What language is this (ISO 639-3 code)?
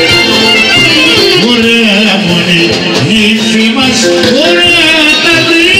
ell